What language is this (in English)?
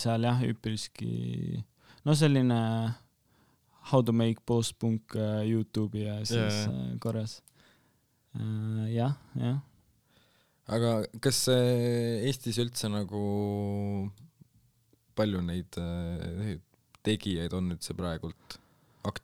Estonian